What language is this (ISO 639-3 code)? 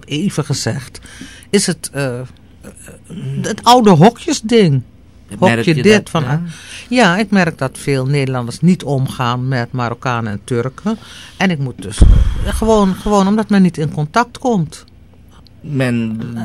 nld